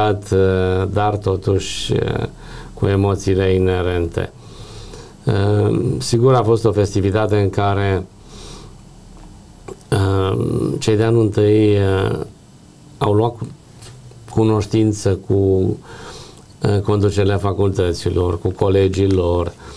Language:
Romanian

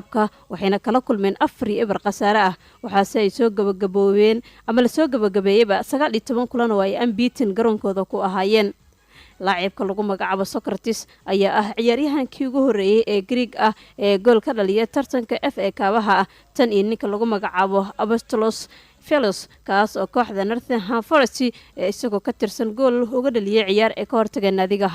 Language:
Somali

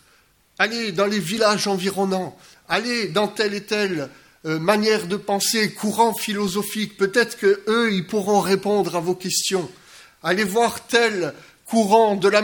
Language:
French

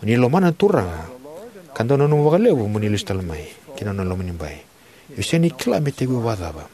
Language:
Fijian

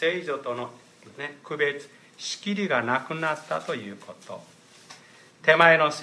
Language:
Japanese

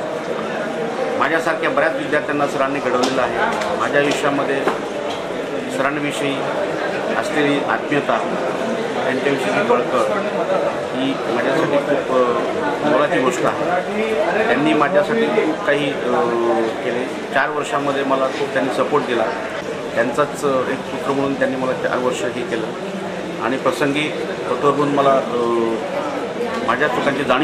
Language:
Marathi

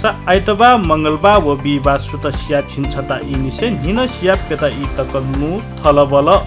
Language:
Newari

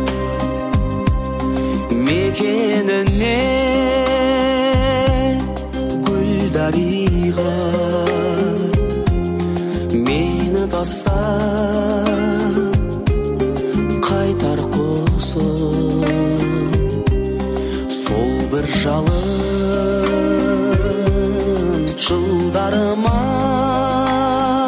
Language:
Kazakh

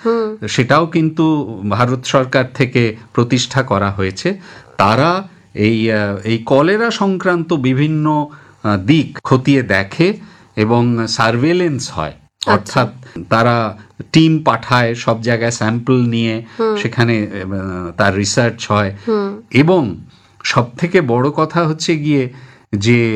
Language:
Bangla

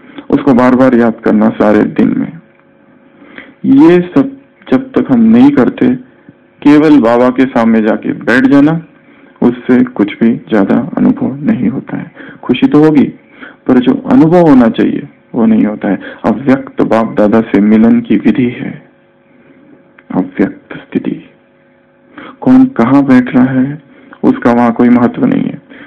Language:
Hindi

